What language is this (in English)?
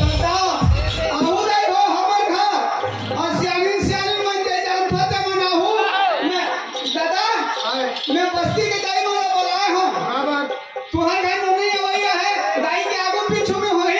Chhattisgarhi